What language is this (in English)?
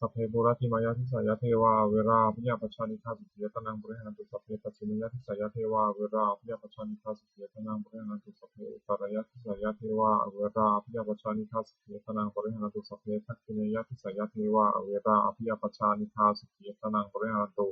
Pali